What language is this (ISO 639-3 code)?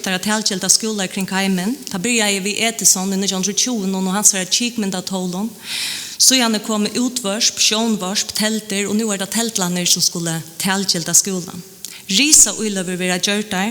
fao